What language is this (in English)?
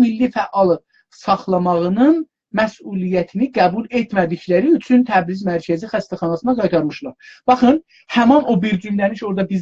South Azerbaijani